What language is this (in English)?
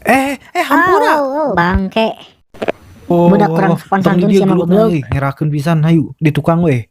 Sundanese